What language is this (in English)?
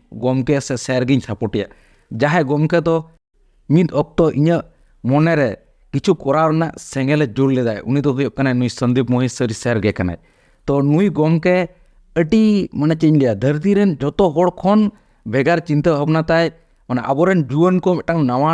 Santali